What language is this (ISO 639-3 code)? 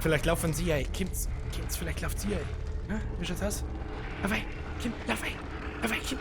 bar